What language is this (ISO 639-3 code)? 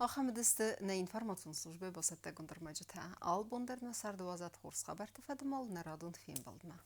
oss